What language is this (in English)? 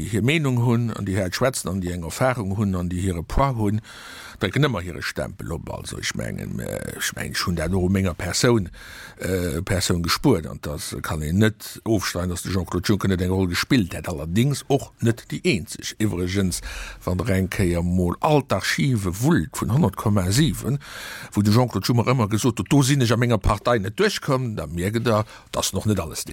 Luxembourgish